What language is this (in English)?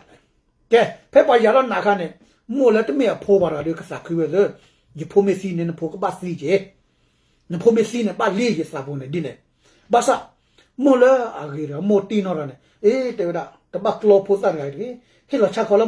S'gaw Karen